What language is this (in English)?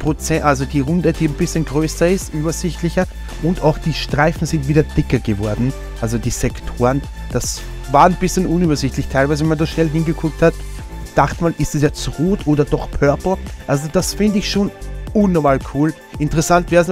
German